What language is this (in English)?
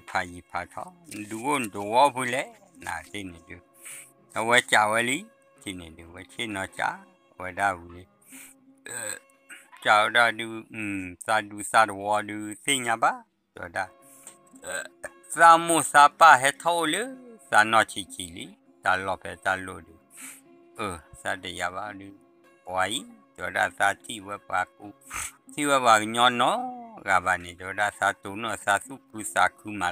S'gaw Karen